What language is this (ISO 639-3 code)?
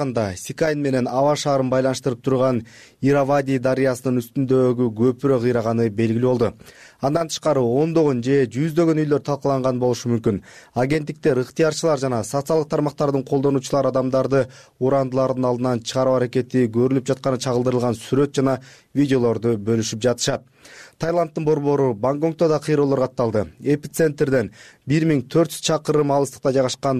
kir